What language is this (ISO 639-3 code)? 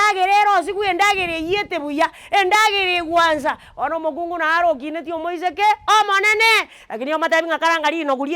guz